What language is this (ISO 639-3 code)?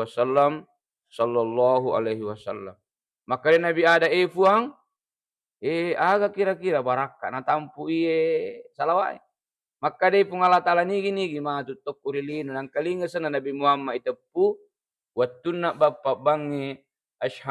bug